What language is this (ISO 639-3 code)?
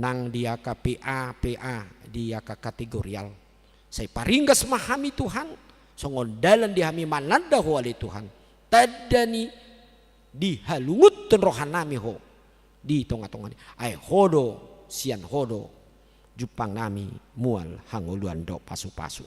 bbc